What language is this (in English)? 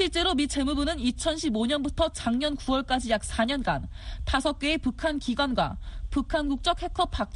Korean